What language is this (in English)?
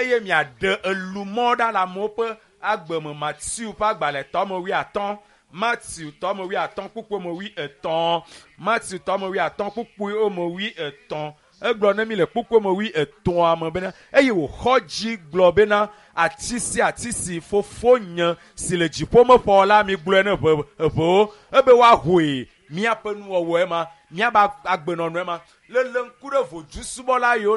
Ewe